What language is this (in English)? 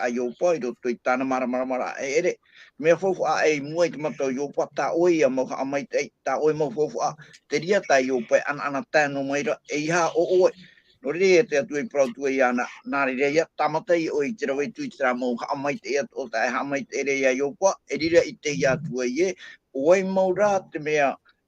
Tahitian